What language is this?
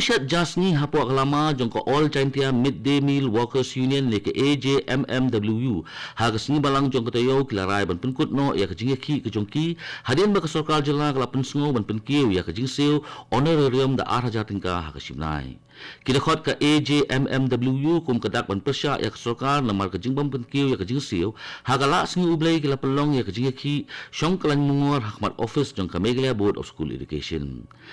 Khasi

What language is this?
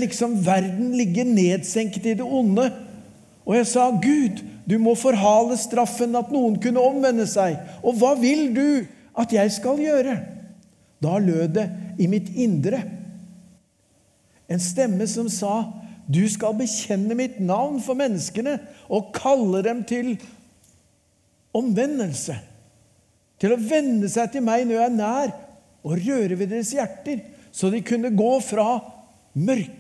Norwegian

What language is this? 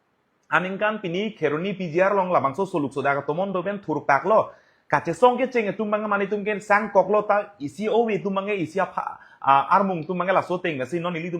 Karbi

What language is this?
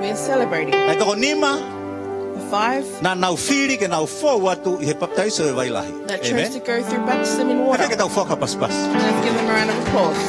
Tongan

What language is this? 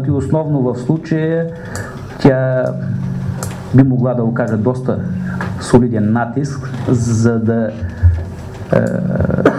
Bulgarian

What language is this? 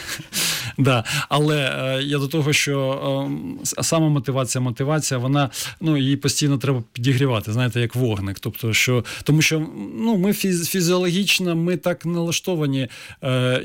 Ukrainian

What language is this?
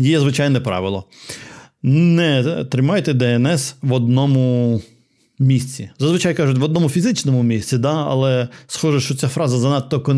Ukrainian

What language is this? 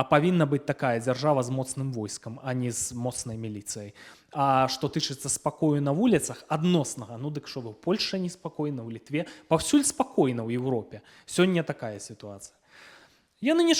Belarusian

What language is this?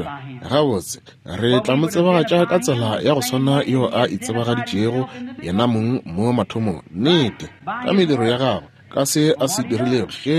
Northern Sotho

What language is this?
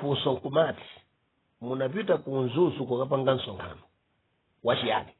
Nyanja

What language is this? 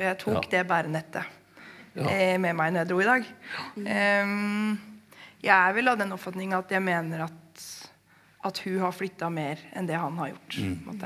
Norwegian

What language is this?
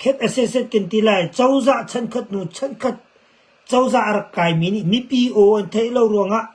Hakha Chin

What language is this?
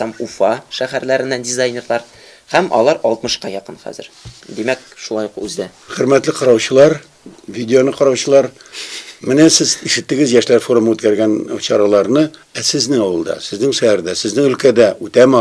Tatar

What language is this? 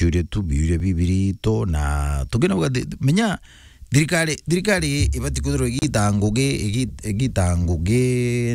Meru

